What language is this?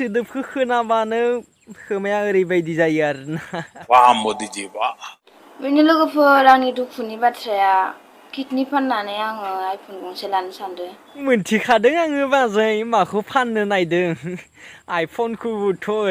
Bodo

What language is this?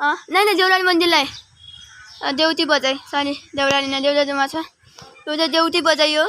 Nepali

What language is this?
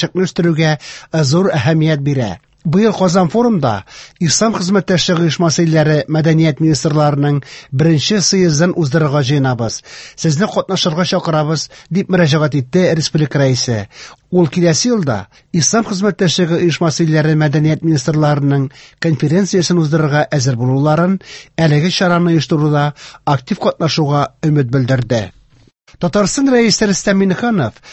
Tatar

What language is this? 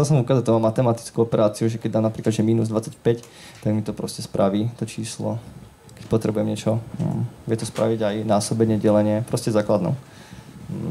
Slovak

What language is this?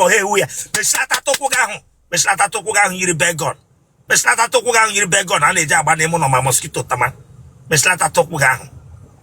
Igbo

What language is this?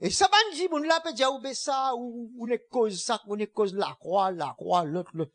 Morisyen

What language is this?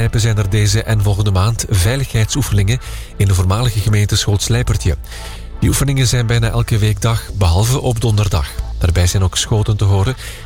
Dutch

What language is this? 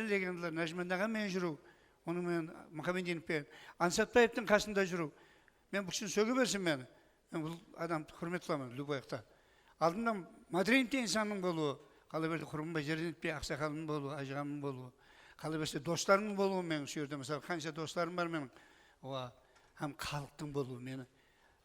Kara-Kalpak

